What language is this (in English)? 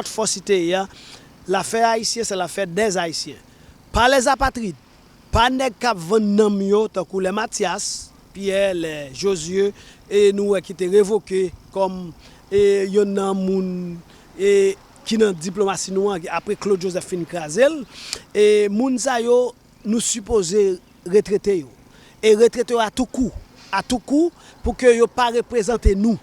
Haitian Creole